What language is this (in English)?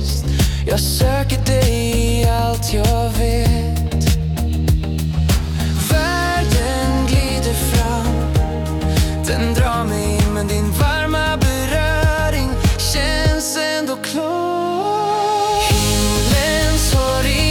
Swedish